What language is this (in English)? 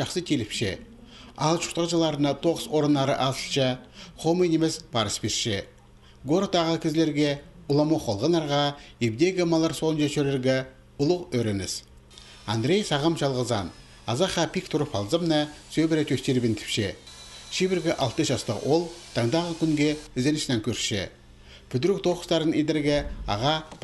Khakas